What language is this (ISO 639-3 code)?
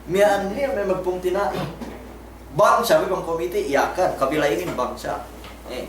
yka